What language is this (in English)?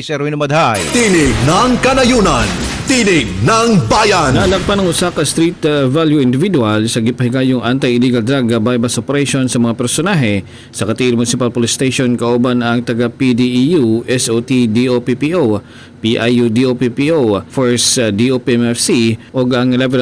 Cebuano